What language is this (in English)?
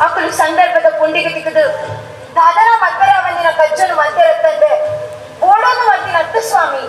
Tulu